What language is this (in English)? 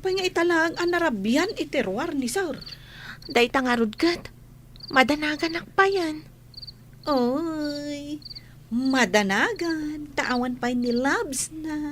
Iloko